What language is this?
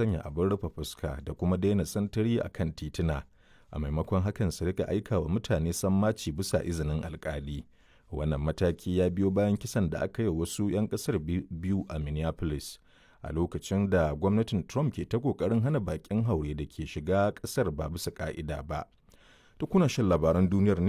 Hausa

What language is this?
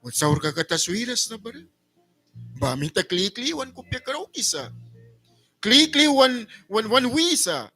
Mískito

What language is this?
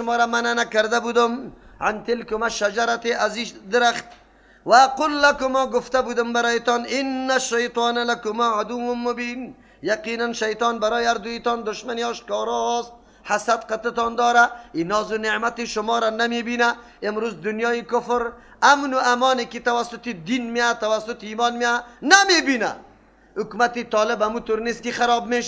Persian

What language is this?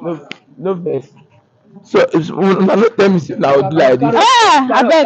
Nigerian Pidgin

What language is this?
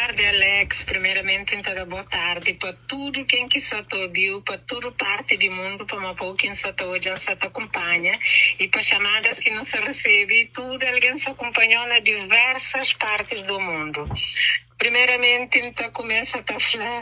Kabuverdianu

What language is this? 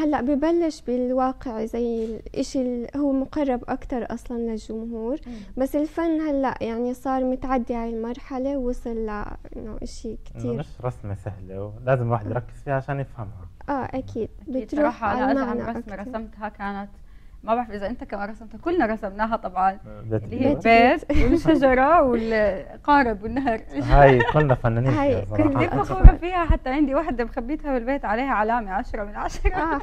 North Levantine Arabic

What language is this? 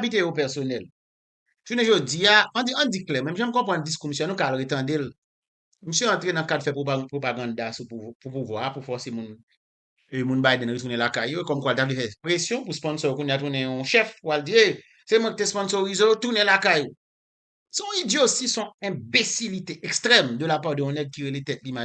Haitian Creole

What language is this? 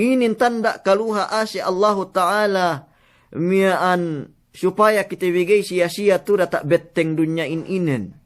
Yakan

